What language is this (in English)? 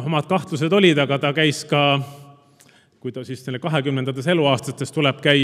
Estonian